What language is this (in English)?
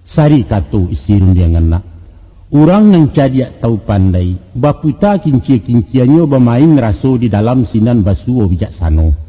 Minangkabau